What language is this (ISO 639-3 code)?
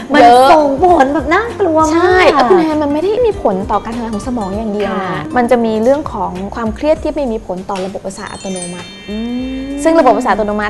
tha